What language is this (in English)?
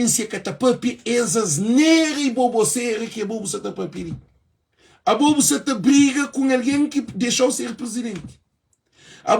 Kabuverdianu